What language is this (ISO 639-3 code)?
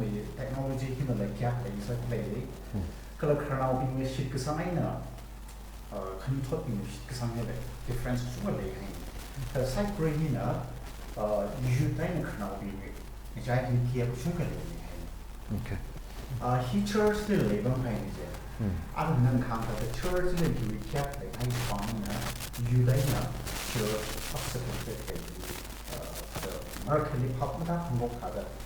nmf